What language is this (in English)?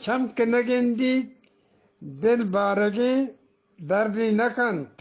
Eastern Balochi